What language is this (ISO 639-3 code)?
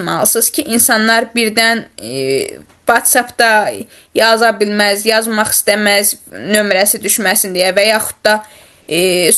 aze